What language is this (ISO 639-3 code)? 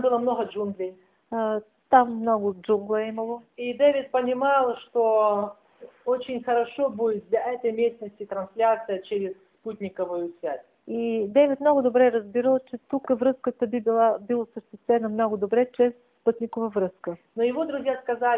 bul